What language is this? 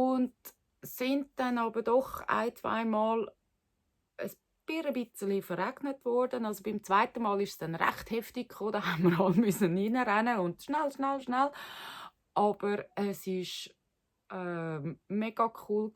Swiss German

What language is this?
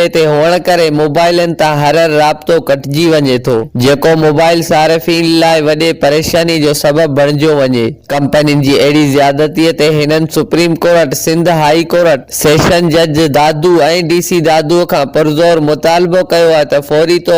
Sindhi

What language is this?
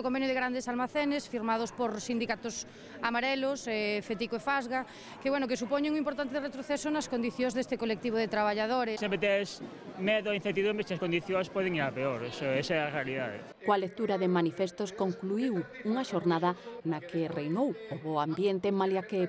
Galician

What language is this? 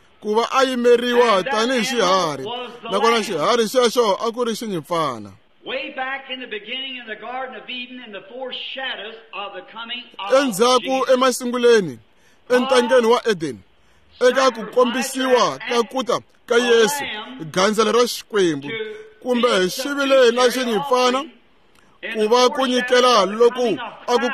Tsonga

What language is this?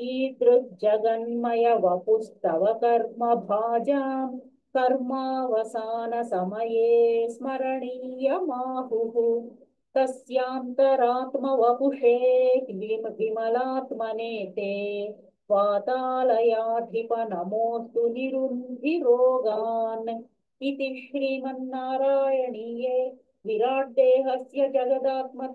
Sanskrit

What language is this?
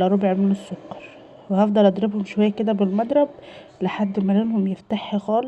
Egyptian Arabic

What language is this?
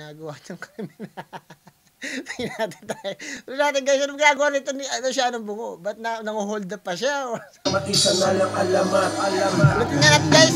Filipino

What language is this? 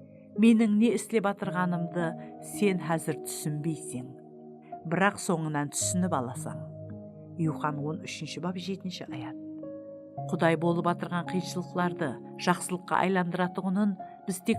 Kara-Kalpak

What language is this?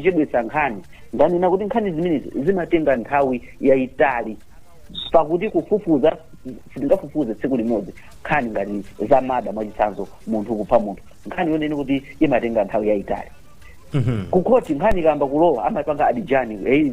Nyanja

